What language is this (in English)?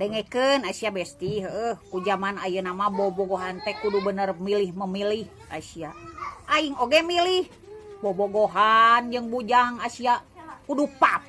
Sundanese